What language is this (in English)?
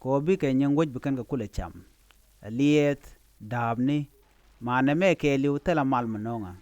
Nuer